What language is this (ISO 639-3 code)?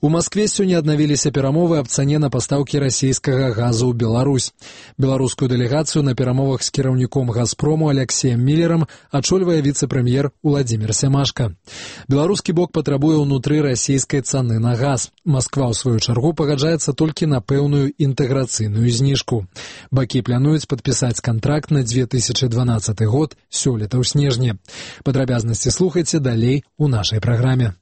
bel